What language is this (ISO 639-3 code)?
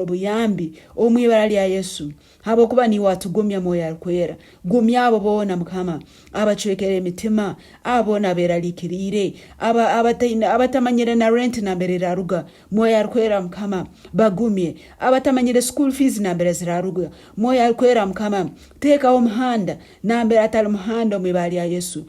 nyn